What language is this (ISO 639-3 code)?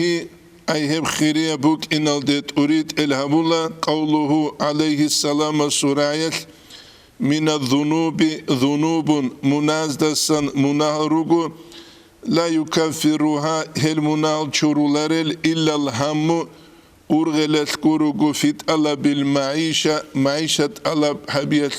ava